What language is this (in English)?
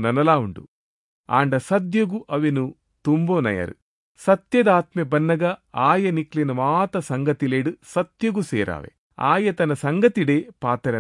Tulu